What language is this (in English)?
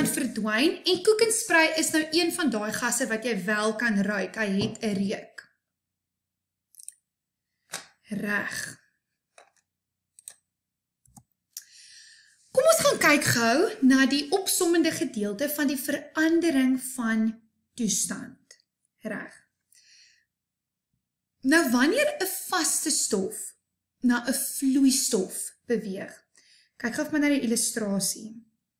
Afrikaans